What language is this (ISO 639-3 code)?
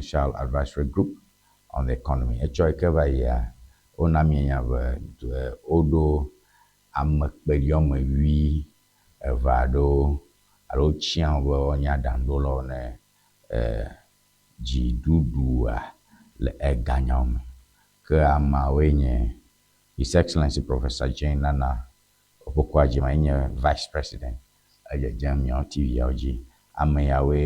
ewe